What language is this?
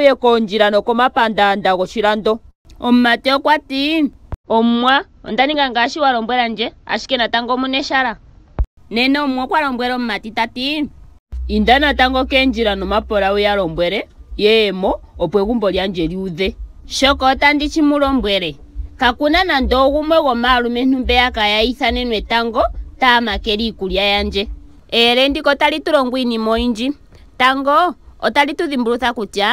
Ndonga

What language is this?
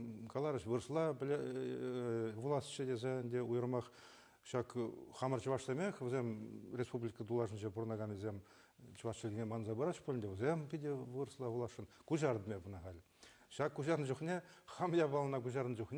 Chuvash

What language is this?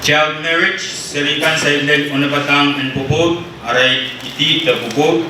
Pohnpeian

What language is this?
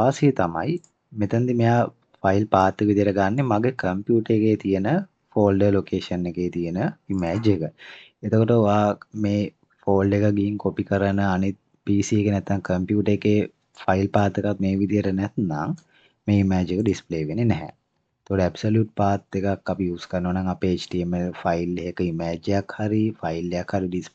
Sinhala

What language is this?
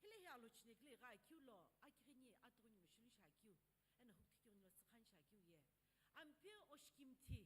Sumi Naga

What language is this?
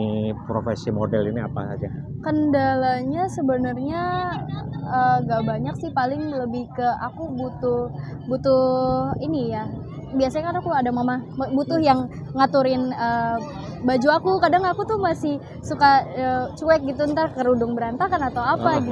Indonesian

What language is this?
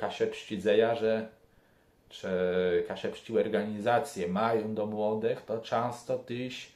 Kashubian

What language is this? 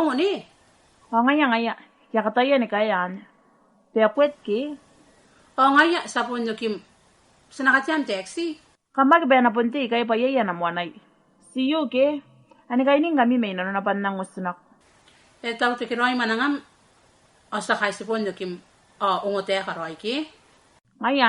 Gilbertese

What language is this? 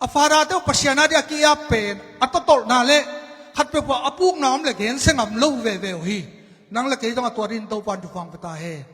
Tedim Chin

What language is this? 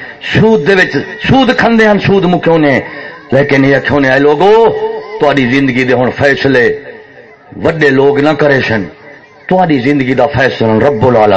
Saraiki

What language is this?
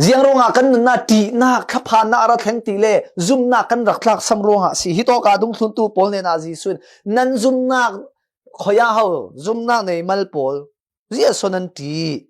Falam Chin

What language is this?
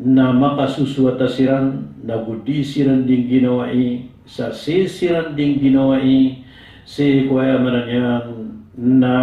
Maranao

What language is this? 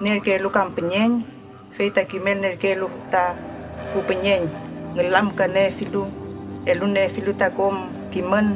Mapuche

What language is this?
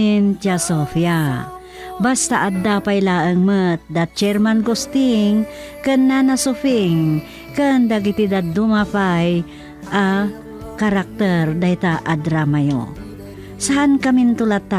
Iloko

